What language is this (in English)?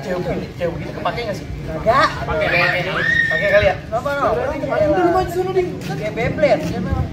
Betawi